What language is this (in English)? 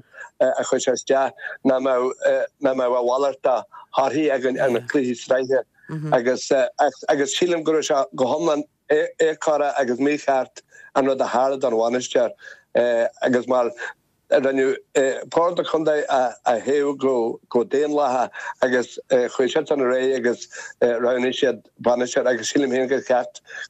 Irish